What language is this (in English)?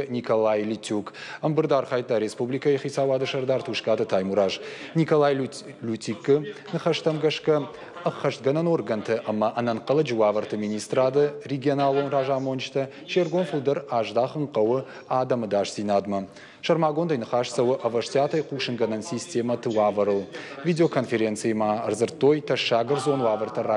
Ossetic